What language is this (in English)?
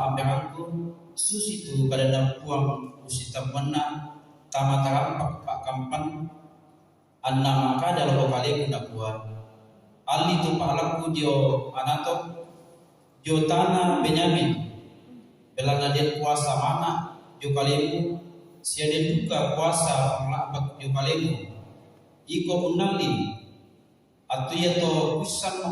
Toraja-Sa'dan